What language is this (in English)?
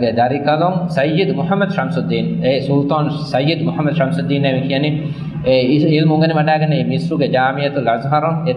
Divehi